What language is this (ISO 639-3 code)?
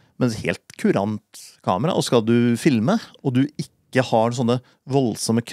nor